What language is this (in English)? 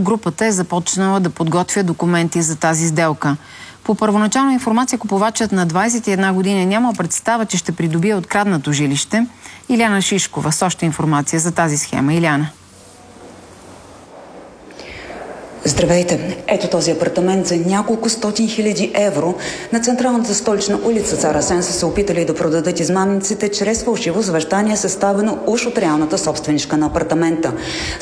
Bulgarian